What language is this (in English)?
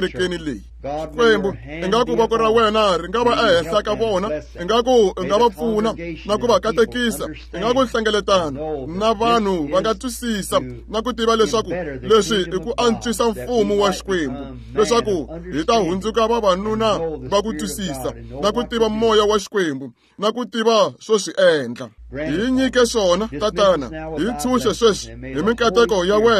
Tsonga